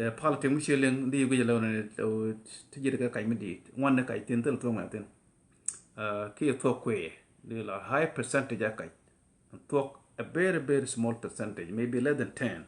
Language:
Nuer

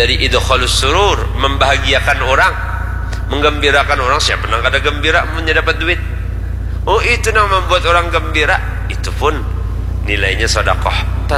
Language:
Banjar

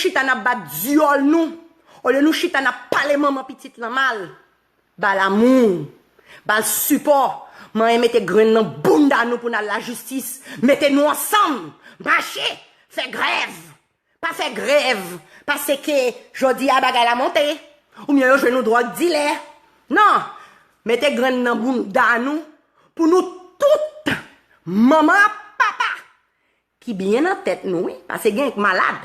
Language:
Haitian Creole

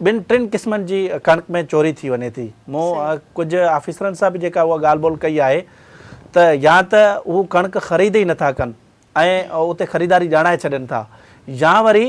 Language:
Sindhi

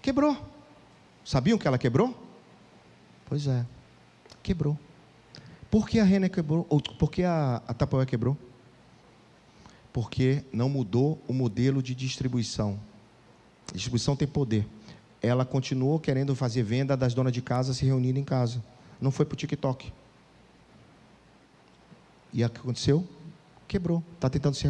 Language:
Portuguese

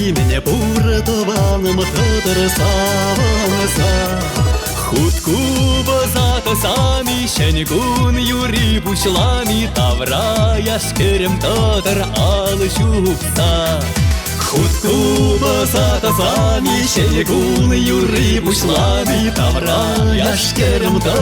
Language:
Chuvash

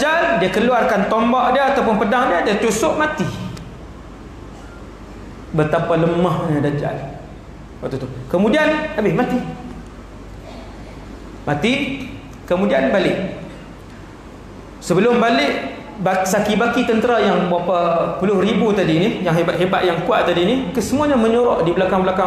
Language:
Malay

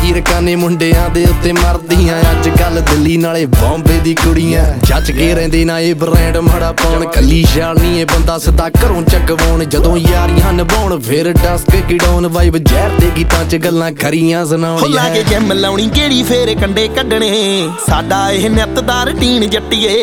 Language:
Punjabi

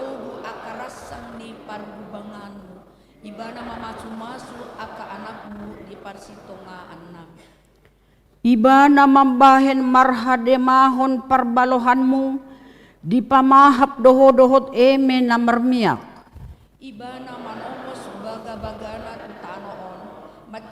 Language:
Batak Toba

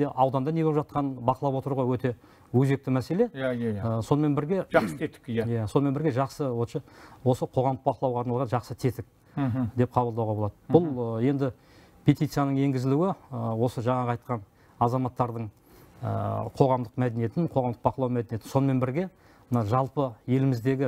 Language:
Kazakh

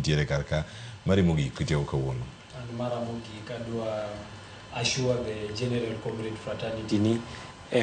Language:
Luo (Kenya and Tanzania)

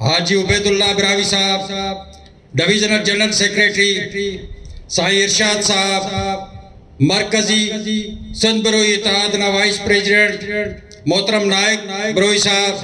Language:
Brahui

